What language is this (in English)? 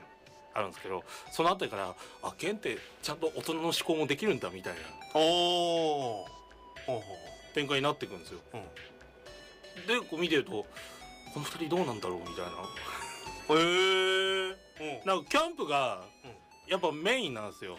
Japanese